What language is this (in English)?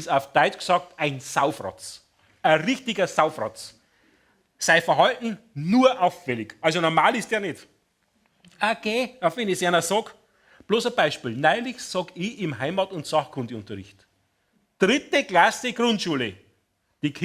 Bavarian